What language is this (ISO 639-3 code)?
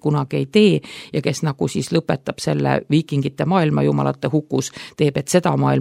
est